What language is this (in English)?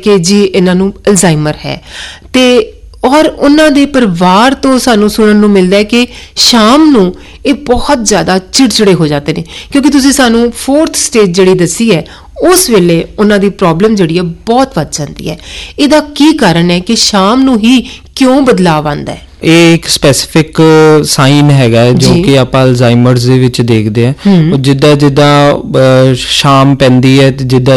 Punjabi